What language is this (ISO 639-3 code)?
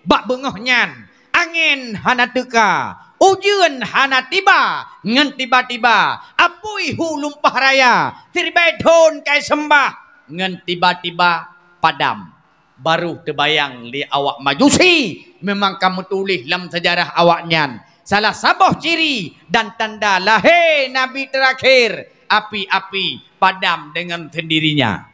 ace